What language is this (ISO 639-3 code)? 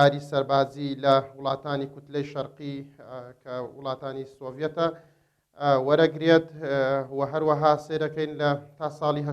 ckb